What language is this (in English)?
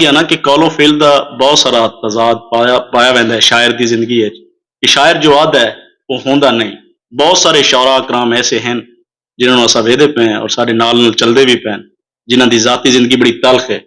Saraiki